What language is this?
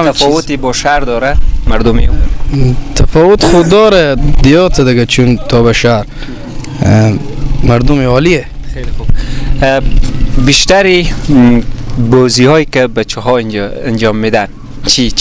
Persian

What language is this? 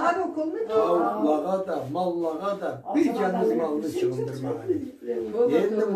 Karachay-Balkar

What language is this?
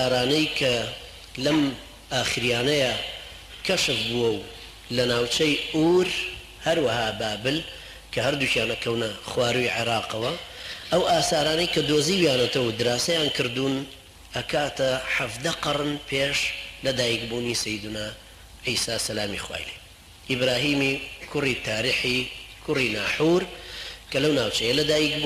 Central Kurdish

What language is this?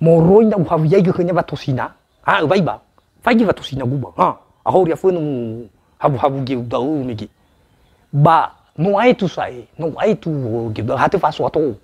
Nias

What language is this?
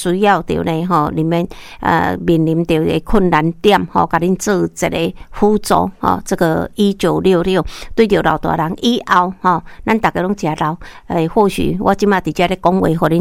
Min Nan Chinese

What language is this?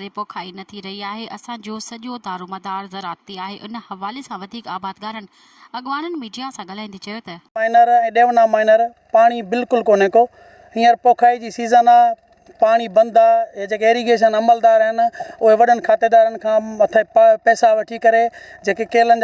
Sindhi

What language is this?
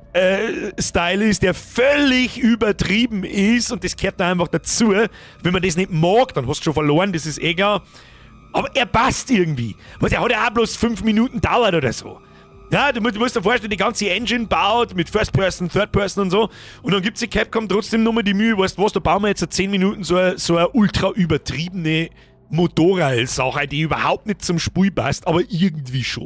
Bavarian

